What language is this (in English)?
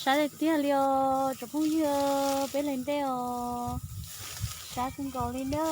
Hmong